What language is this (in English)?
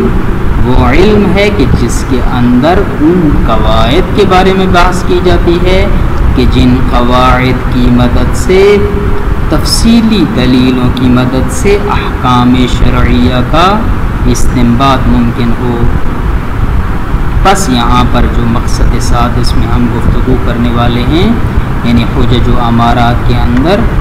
Urdu